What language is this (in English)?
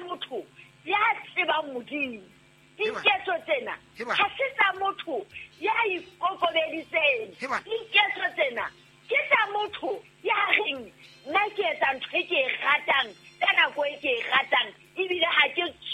Southern Sotho